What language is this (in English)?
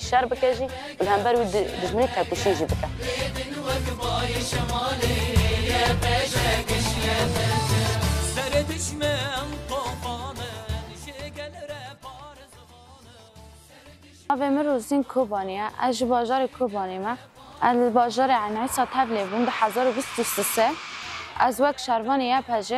Kurdish